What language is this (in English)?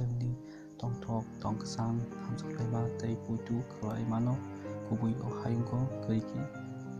Kok Borok